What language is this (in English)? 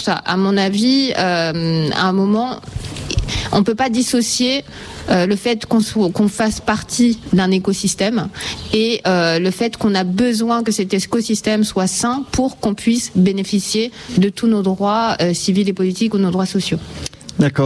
French